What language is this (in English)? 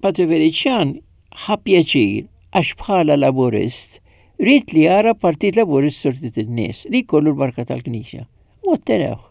Maltese